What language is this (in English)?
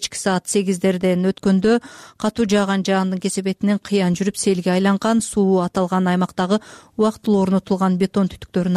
Kyrgyz